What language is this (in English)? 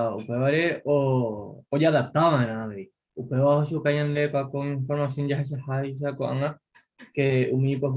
Guarani